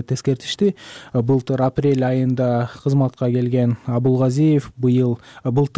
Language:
Kyrgyz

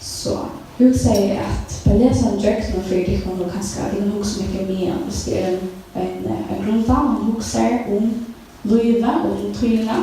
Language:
Faroese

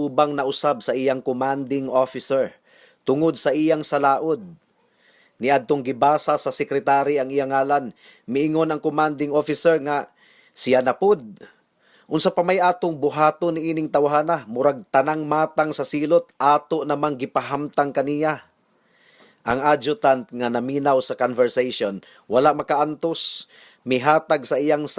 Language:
Cebuano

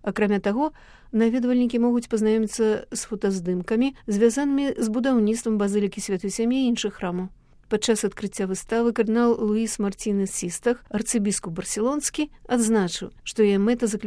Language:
Belarusian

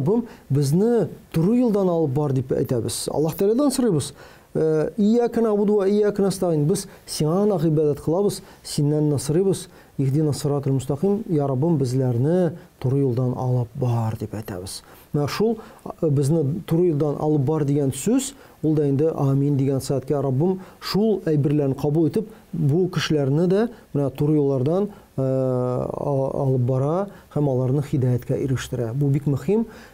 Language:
Tatar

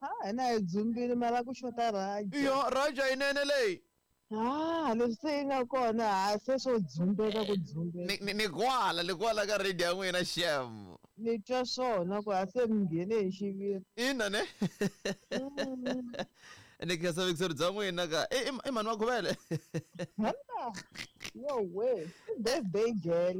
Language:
Tsonga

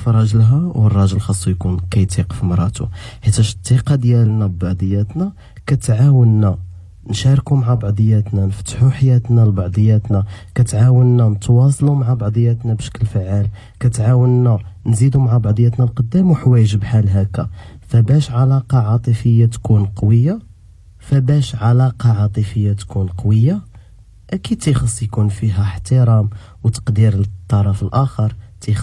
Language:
Moroccan Arabic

